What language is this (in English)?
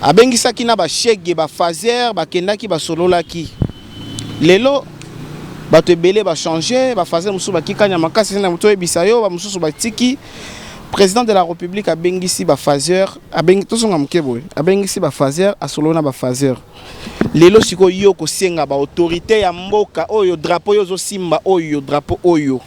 Lingala